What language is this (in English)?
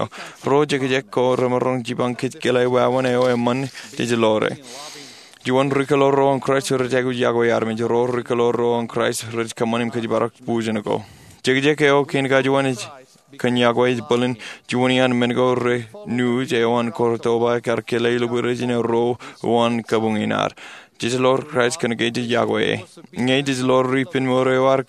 Marshallese